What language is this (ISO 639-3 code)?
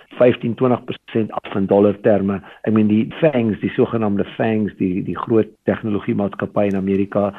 afr